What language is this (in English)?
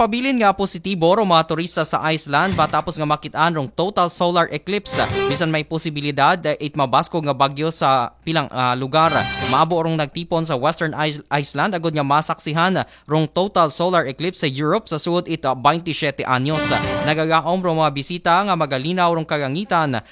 Aklanon